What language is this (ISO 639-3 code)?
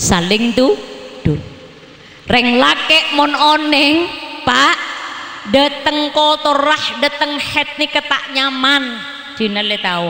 mad